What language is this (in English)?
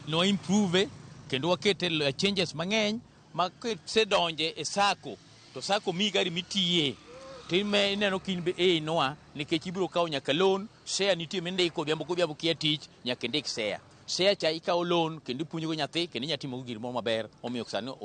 Luo (Kenya and Tanzania)